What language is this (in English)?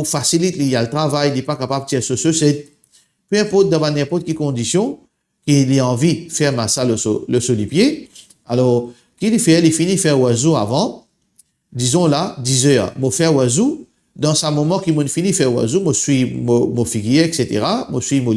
Morisyen